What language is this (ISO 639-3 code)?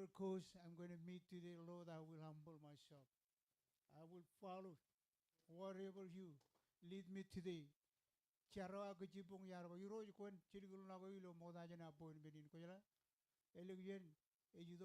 mah